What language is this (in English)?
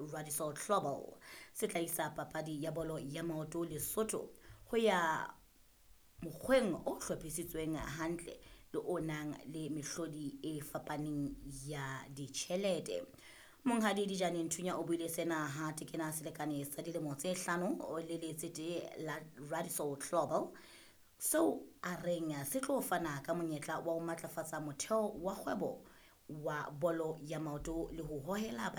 Southern Sotho